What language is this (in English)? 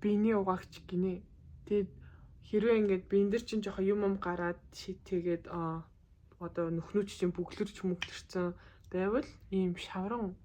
Mongolian